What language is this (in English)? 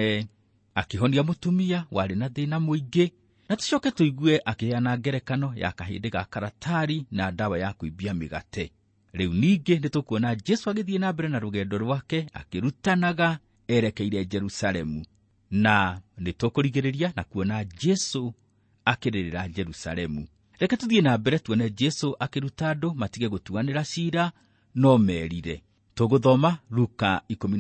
Kikuyu